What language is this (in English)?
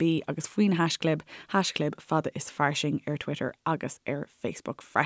Irish